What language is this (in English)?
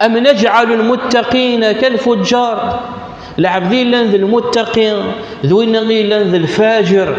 Kabyle